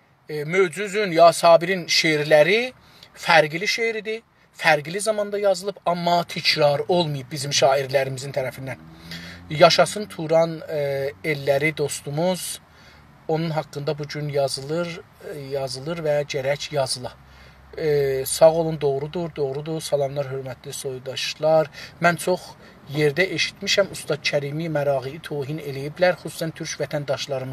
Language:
South Azerbaijani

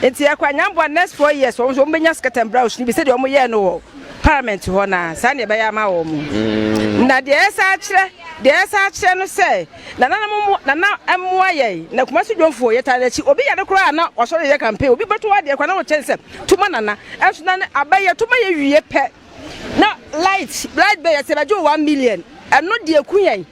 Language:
Akan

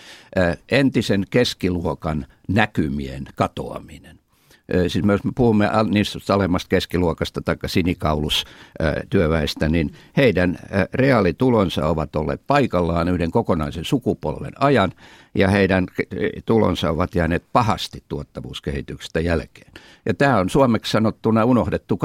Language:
Finnish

